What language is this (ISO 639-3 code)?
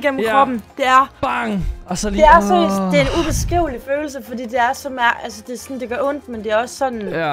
dan